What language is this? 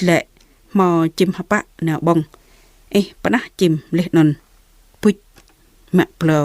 Jarai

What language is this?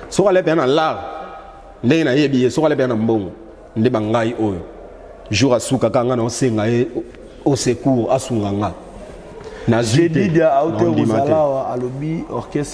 Lingala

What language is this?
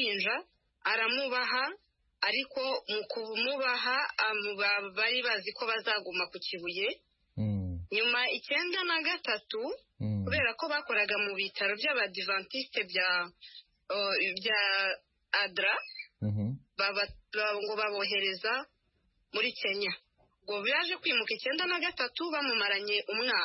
Kinyarwanda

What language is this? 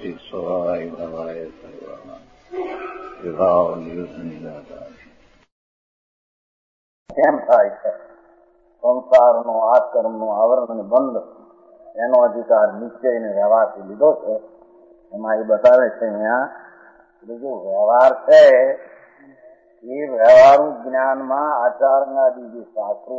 Gujarati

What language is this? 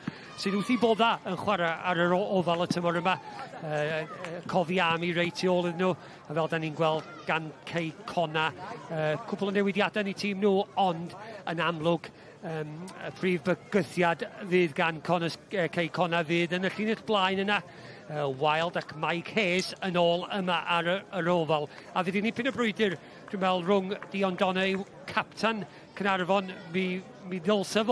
Welsh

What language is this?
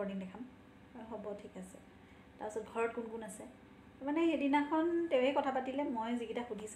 Assamese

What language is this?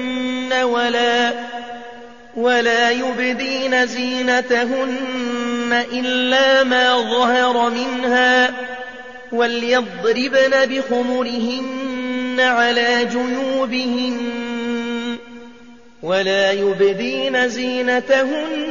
Arabic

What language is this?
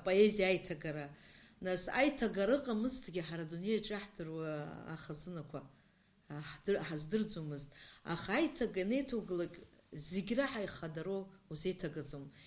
Abkhazian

